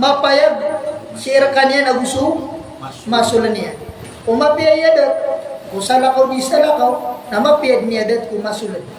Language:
Maranao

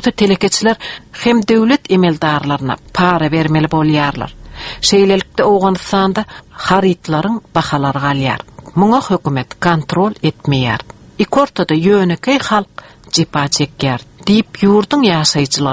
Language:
Turkmen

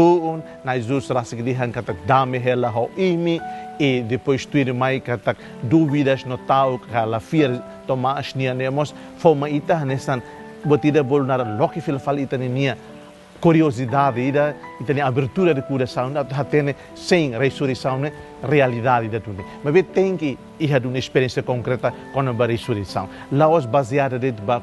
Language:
Tetum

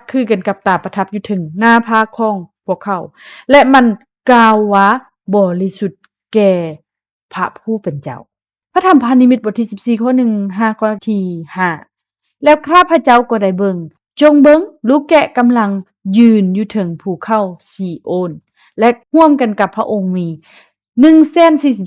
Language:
Lao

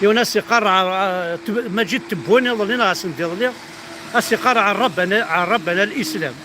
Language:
Kabyle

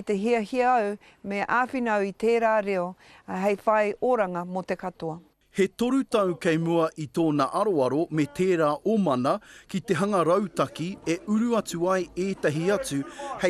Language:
Māori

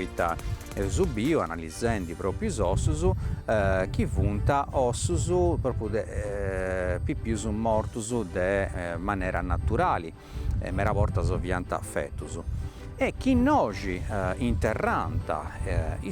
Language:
Sardinian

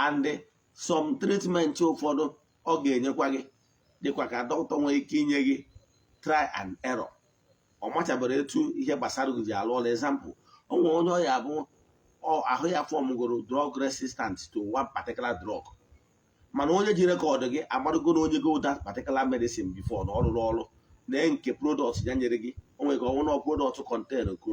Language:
Igbo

